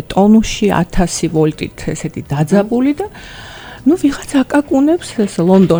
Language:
Georgian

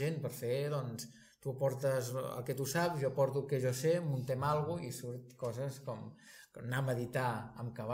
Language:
Catalan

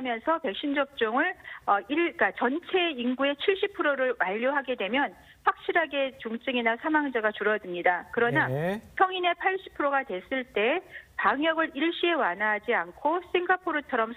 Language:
Korean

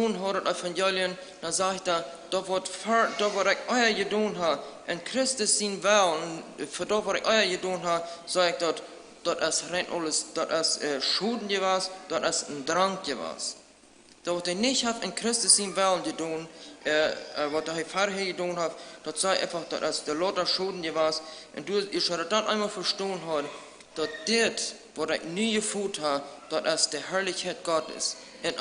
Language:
Plautdietsch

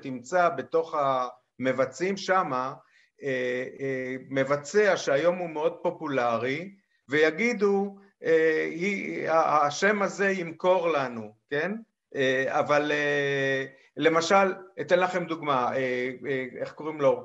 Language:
Hebrew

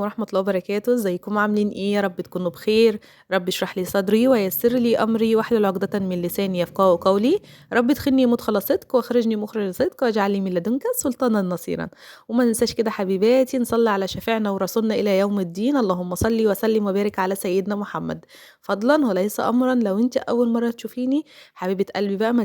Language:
Egyptian Arabic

